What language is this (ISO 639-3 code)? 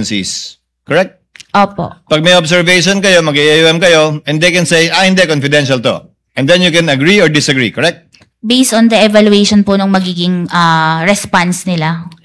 fil